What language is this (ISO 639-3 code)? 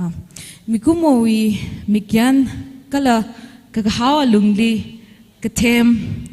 nmf